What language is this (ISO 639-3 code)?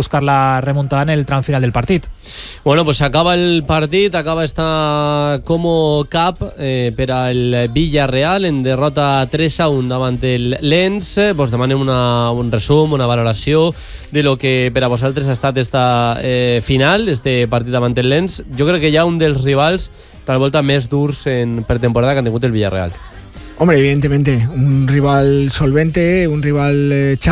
cat